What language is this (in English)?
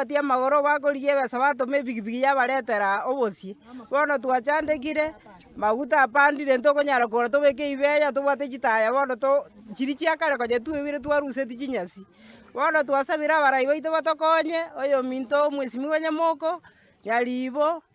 Gusii